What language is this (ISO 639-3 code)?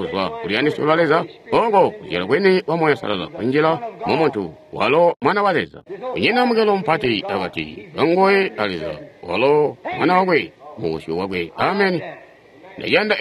toi